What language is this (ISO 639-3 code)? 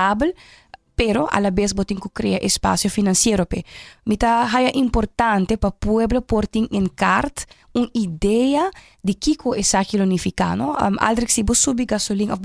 pap